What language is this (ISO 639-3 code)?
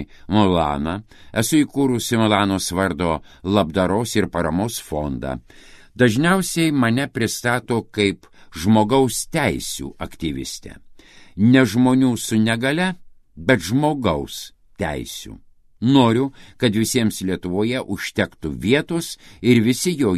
lit